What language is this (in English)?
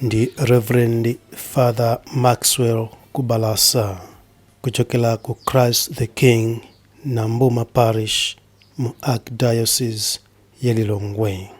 Nyanja